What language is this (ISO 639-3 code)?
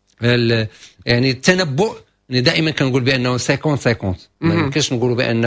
ary